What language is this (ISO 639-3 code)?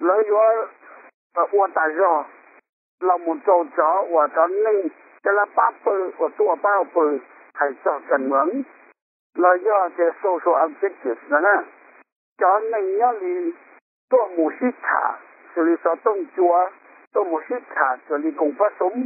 hmn